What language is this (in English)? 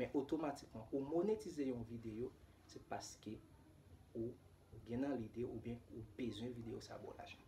Haitian Creole